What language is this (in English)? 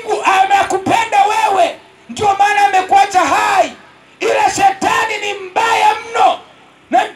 Swahili